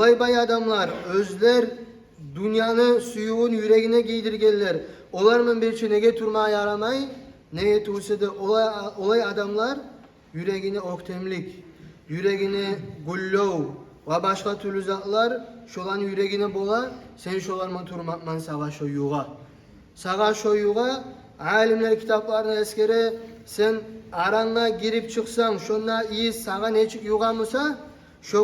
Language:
Kumyk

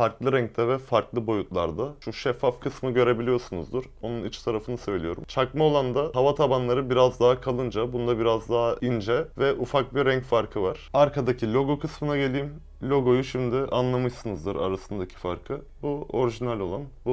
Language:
Turkish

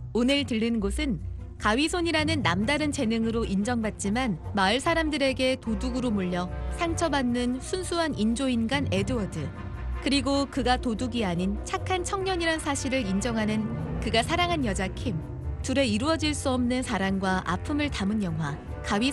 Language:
Korean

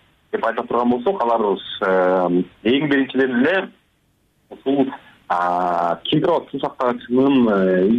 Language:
Kyrgyz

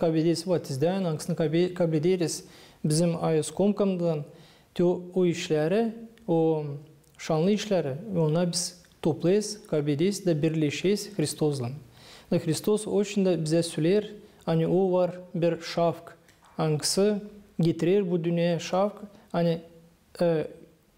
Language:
Gagauz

